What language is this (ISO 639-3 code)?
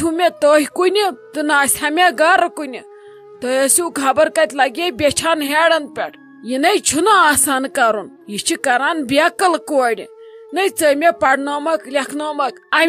kas